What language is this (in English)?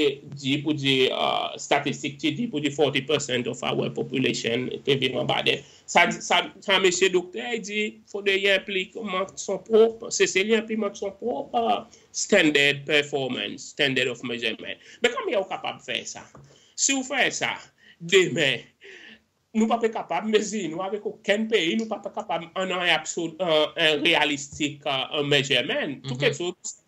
Seselwa Creole French